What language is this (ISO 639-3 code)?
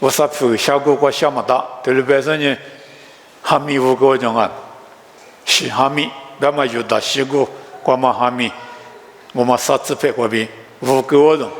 lis